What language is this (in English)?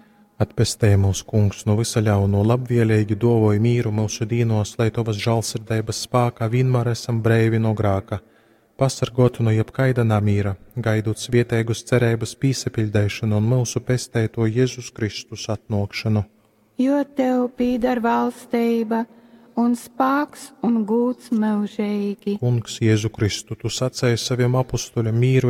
Latgalian